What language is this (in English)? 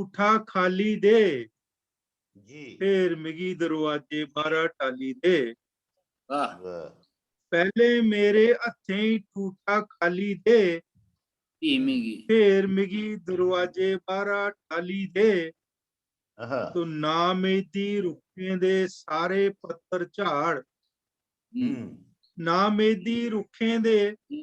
Dogri